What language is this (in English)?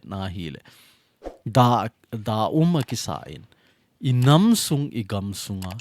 Thado Chin